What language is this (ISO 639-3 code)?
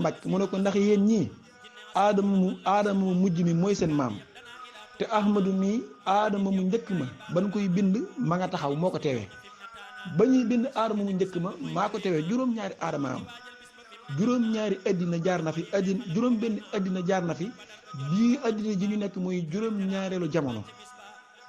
wol